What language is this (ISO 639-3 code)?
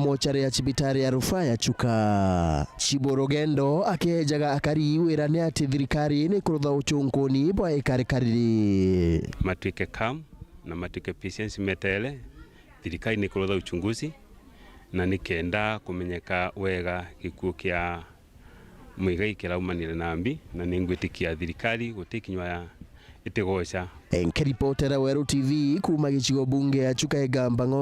mer